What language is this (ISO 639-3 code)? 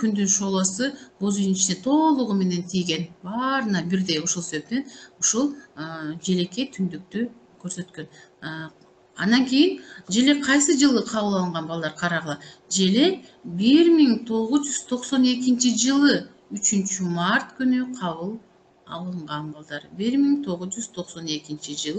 kir